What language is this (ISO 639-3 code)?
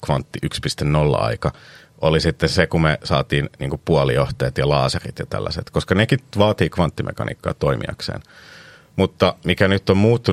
fin